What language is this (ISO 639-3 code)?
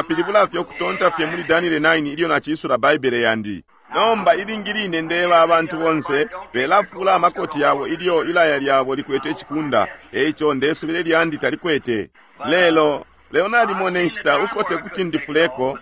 bem